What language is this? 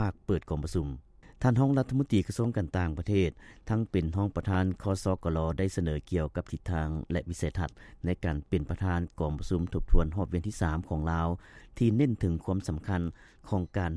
Lao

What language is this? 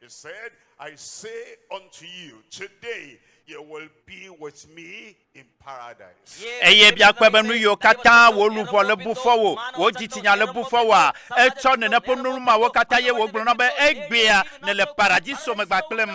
Ewe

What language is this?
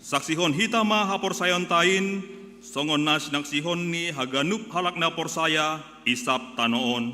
Batak Simalungun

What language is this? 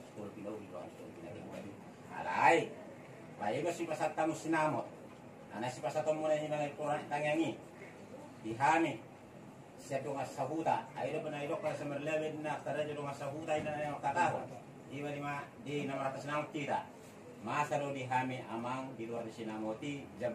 Batak Toba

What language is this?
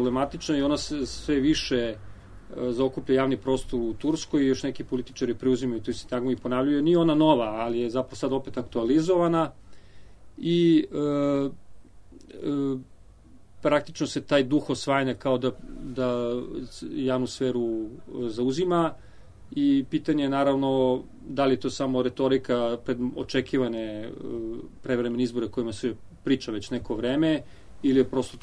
Serbian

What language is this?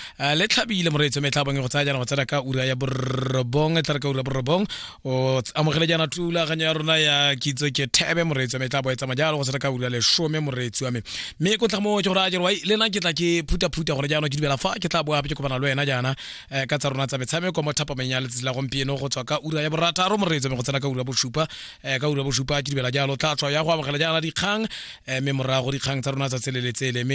Tswana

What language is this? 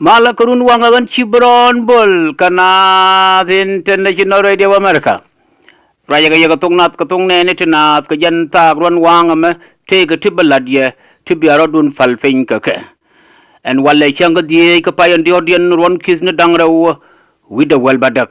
Nuer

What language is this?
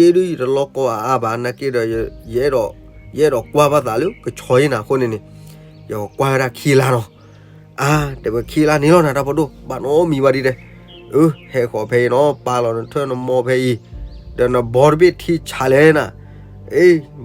S'gaw Karen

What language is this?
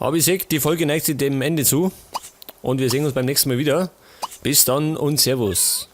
Bavarian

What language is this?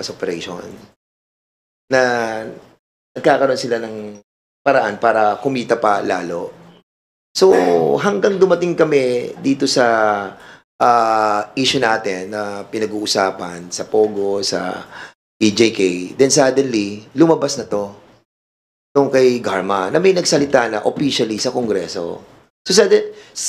Filipino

